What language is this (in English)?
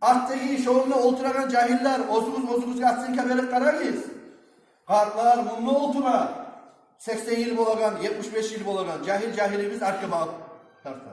Kumyk